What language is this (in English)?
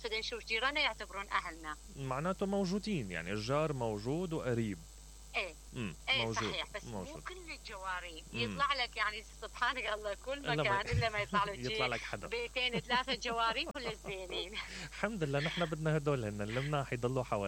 Mesopotamian Arabic